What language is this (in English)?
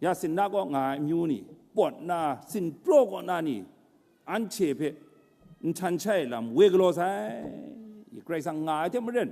Kachin